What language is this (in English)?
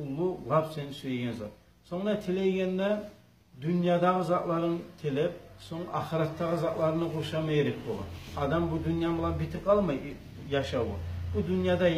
Kumyk